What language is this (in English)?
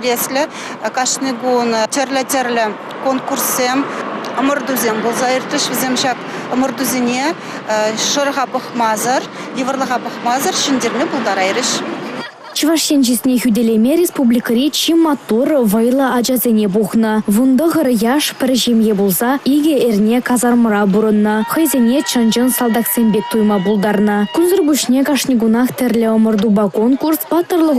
Chuvash